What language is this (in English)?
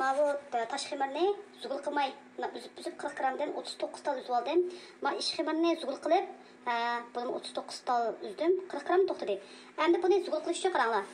Uyghur